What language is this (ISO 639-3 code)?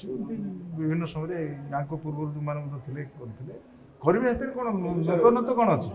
ori